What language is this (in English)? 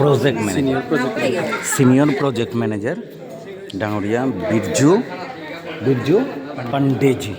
Bishnupriya